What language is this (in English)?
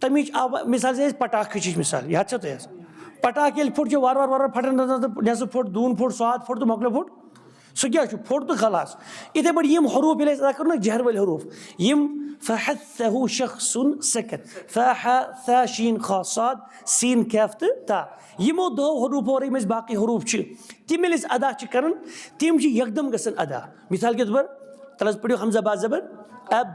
Kashmiri